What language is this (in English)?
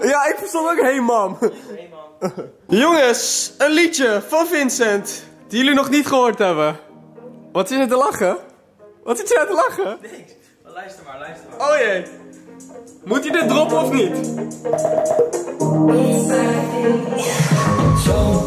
Dutch